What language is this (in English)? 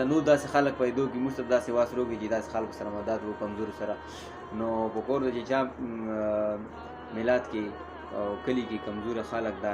Pashto